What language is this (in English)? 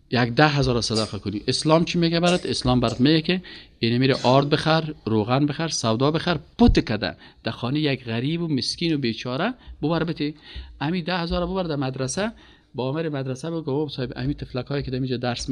Persian